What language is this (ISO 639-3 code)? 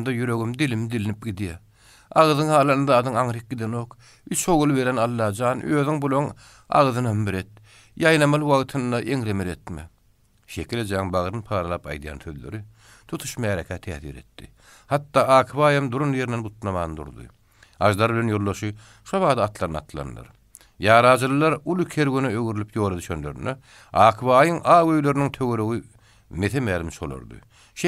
tuk